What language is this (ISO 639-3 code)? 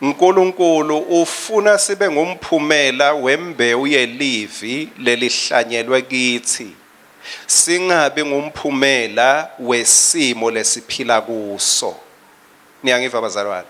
ssw